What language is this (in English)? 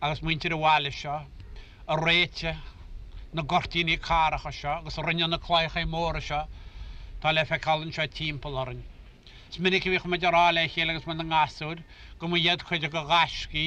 Irish